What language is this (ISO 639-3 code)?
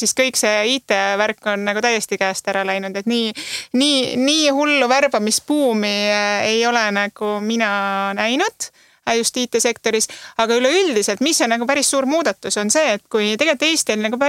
est